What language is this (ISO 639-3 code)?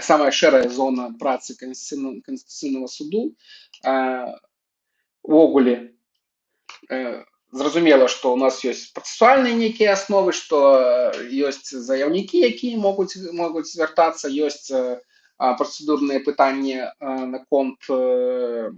bel